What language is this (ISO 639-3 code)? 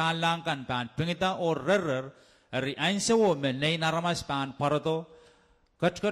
pon